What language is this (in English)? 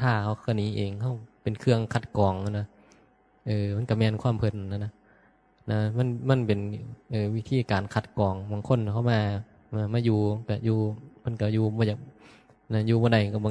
Northeastern Thai